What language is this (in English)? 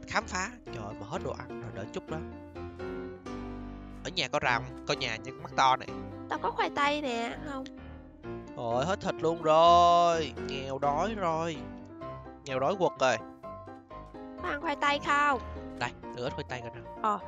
Vietnamese